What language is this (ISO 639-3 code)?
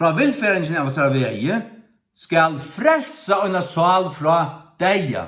fao